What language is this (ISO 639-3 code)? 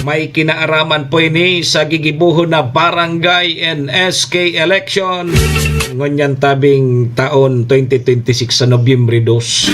bik